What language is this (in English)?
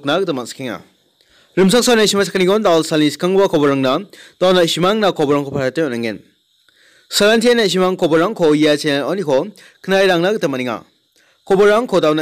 Garo